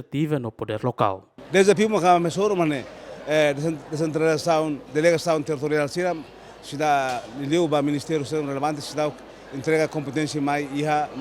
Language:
Tetum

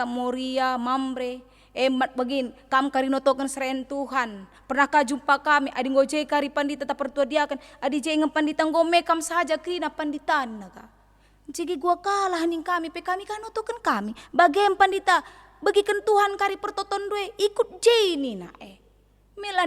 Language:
Batak Karo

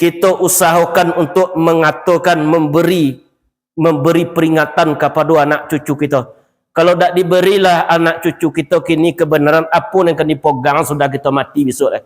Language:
Minangkabau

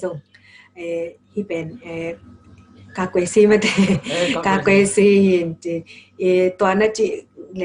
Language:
Tedim Chin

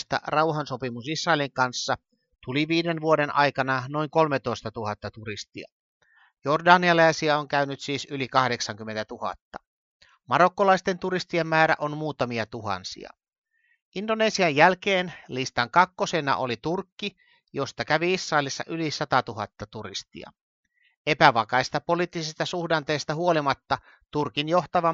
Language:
Finnish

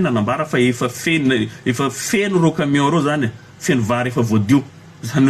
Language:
Malagasy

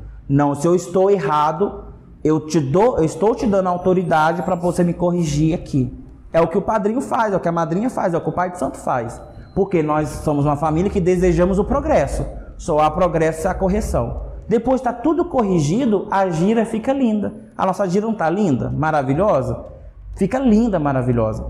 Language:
Portuguese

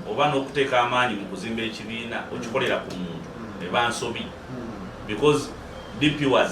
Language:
Ganda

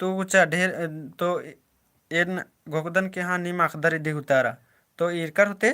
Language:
Kurukh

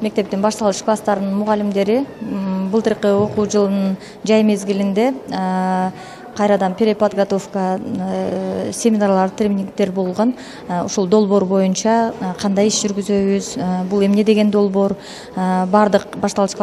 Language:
Kyrgyz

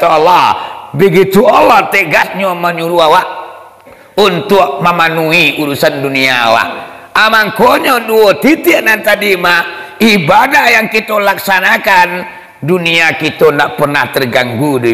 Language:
Minangkabau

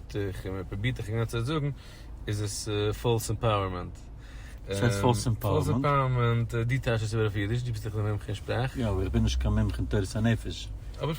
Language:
Yiddish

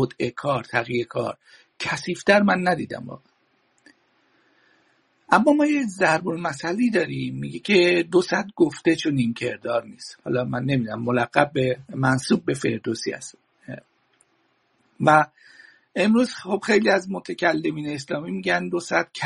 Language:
Persian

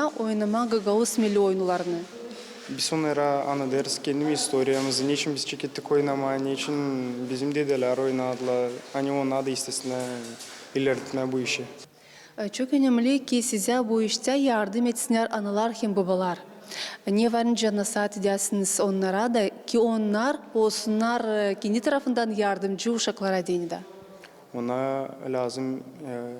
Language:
Gagauz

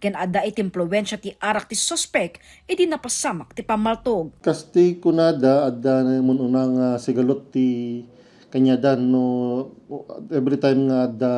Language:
Iloko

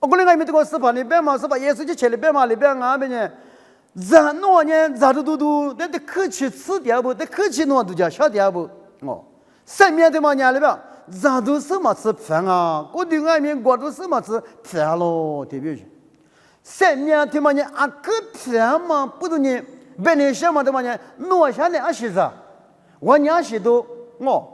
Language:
Lisu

